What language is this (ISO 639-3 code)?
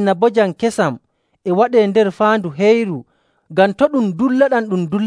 fuv